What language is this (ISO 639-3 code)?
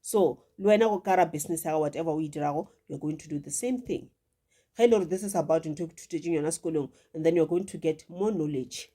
nso